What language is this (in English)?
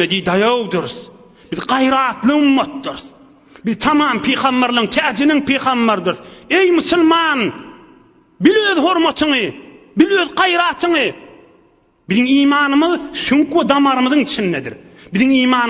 Turkmen